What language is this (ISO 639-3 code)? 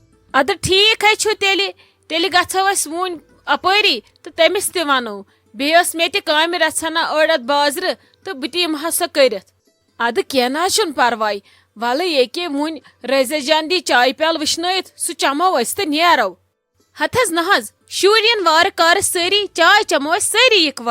kas